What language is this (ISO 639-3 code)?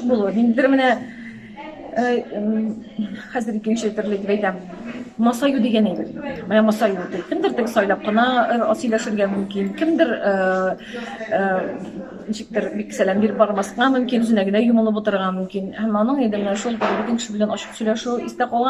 tat